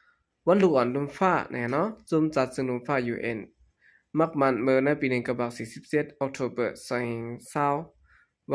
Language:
Shan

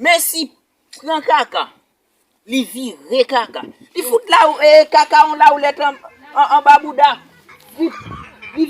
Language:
Haitian Creole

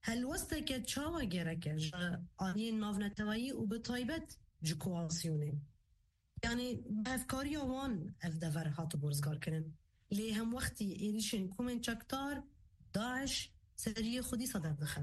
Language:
Kurdish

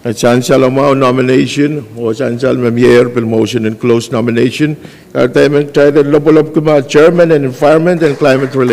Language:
Pohnpeian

